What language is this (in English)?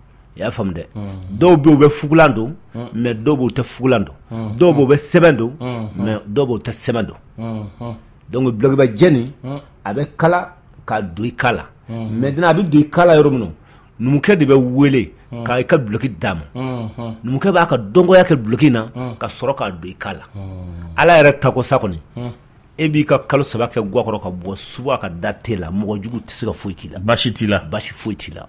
Bambara